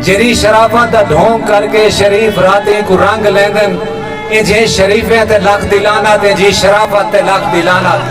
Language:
Saraiki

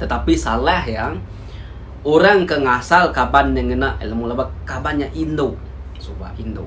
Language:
Iban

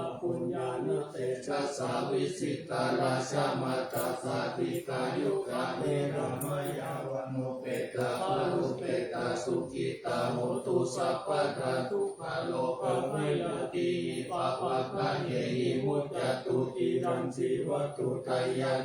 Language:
Pali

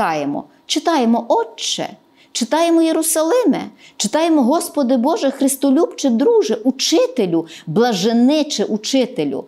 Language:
Ukrainian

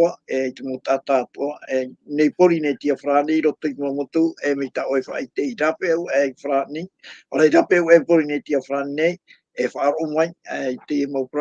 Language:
Tahitian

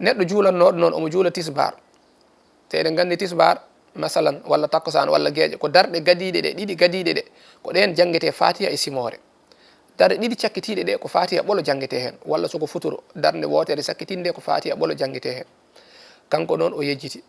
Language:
Fula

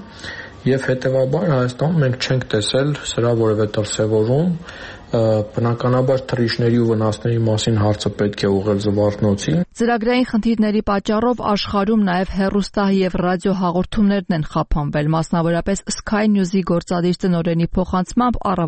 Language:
Armenian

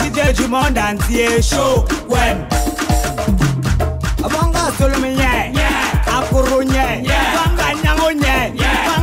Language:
French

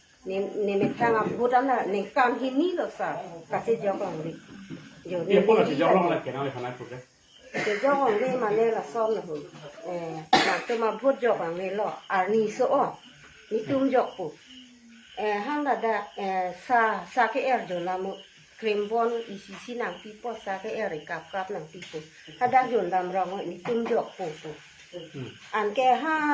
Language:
Karbi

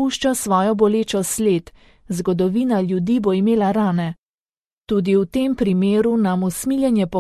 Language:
Slovenian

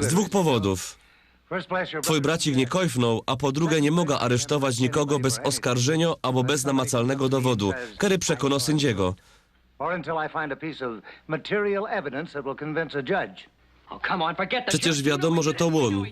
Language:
Silesian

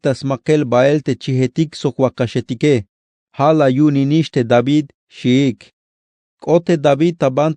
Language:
Tzeltal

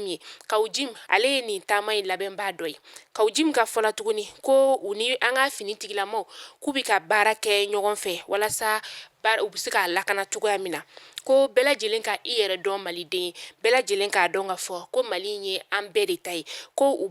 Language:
Bambara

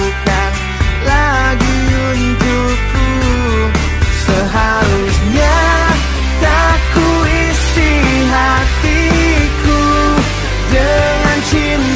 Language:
Indonesian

